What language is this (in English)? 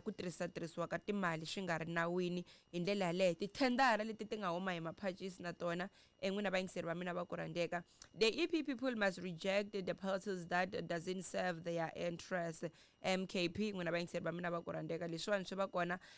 Tsonga